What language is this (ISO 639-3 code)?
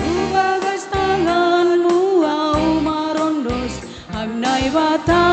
bts